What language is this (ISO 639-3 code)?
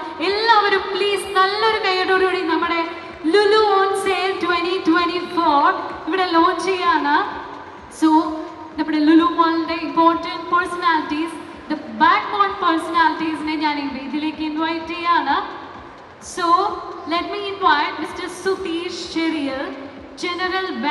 mal